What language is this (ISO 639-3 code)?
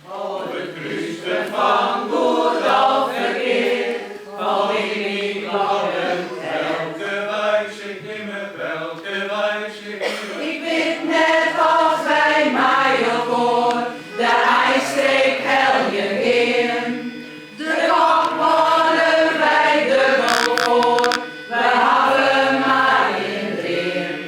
fry